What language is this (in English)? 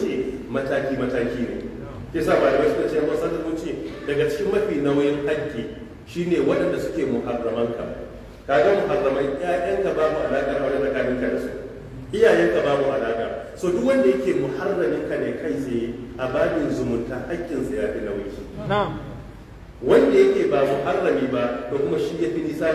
Hausa